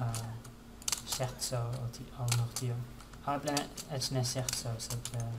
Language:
Esperanto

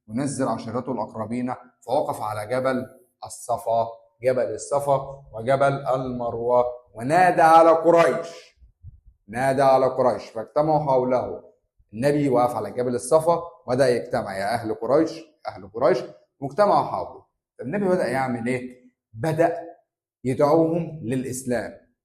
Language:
Egyptian Arabic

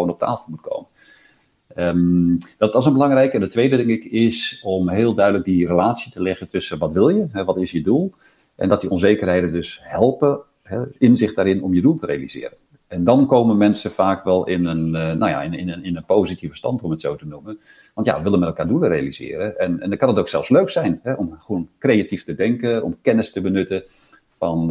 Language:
Dutch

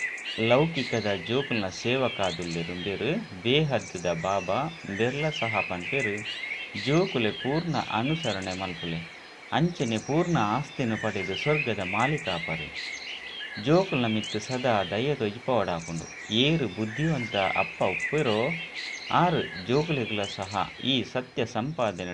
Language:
Tulu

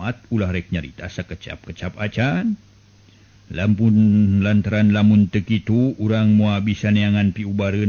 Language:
Sundanese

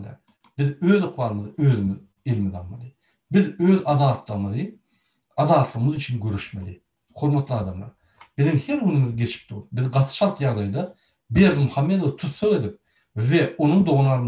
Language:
Turkmen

